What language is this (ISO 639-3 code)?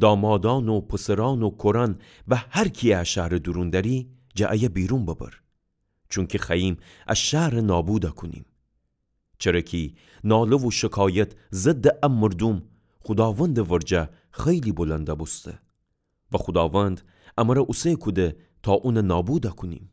glk